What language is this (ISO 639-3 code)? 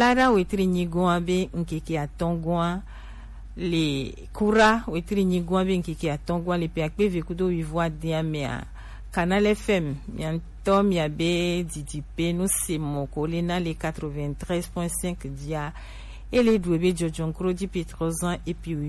gej